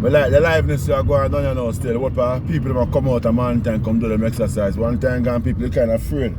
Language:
Jamaican Creole English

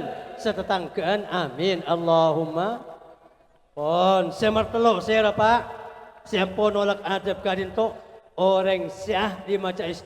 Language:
Madurese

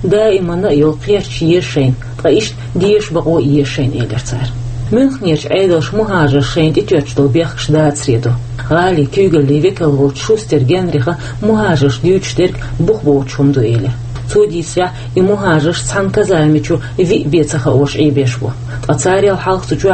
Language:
Chechen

